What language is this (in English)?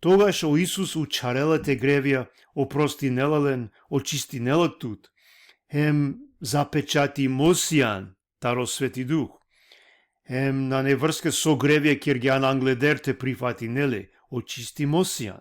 Balkan Romani